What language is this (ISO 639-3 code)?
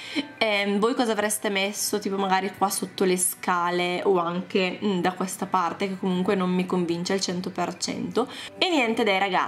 ita